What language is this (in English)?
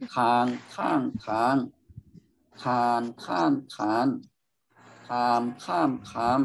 Shan